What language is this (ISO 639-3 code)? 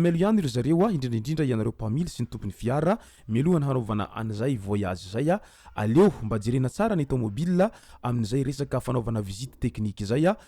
mlg